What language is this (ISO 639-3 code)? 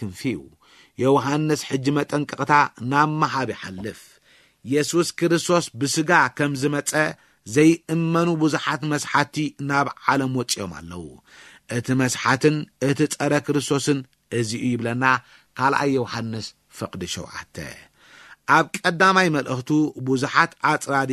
tir